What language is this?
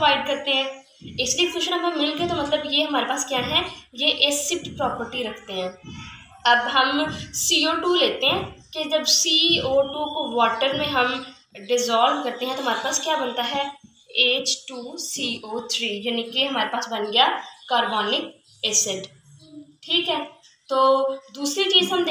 Hindi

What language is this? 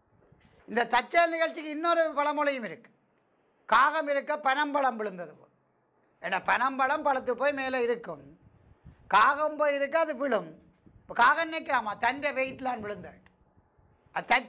Tamil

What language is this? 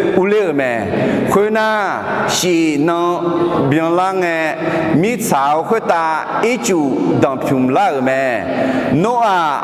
Akha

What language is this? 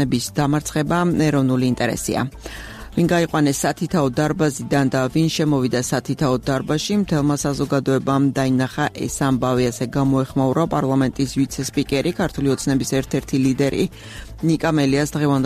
Georgian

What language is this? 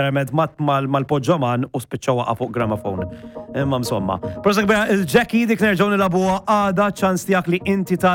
Maltese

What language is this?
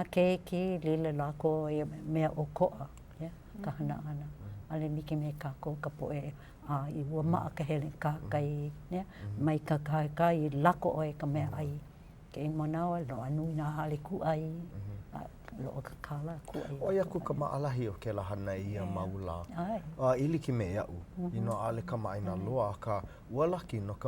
Hawaiian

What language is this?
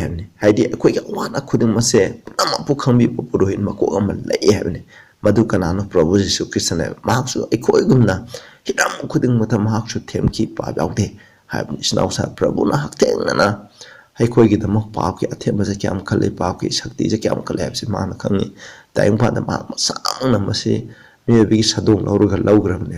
Manipuri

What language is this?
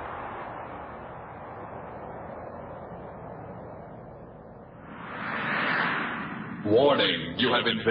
English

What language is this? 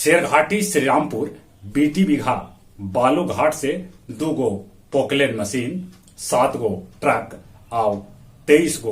Magahi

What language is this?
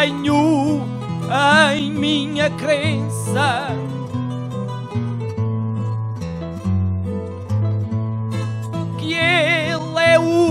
Portuguese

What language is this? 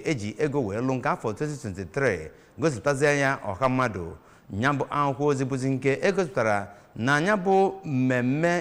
Igbo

